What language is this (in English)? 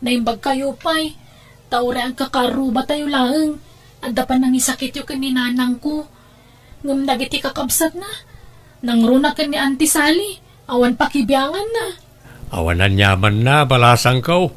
Iloko